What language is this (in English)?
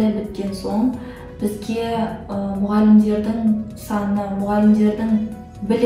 Kazakh